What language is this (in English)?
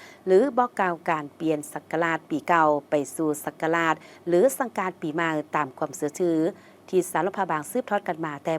Lao